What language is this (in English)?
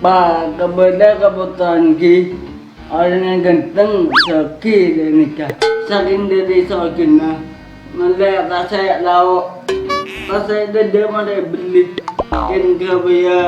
Madurese